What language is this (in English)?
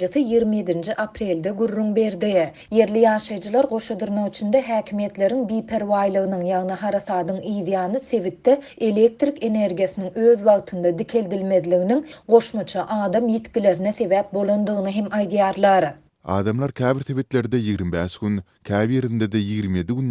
Turkmen